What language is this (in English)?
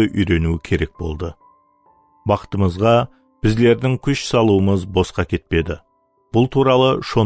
Kara-Kalpak